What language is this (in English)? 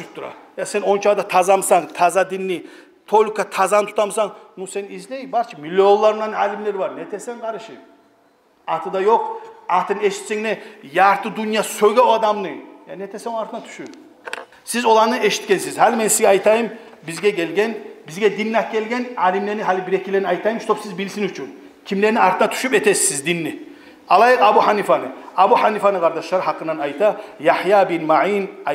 Kumyk